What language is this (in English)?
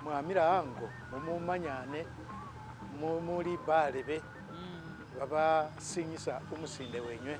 Masaaba